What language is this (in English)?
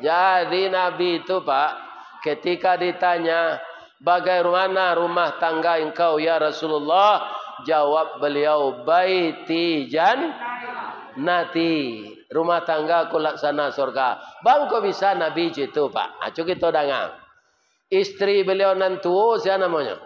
Minangkabau